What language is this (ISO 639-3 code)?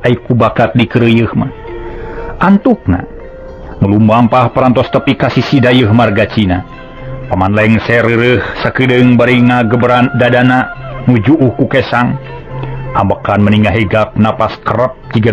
sun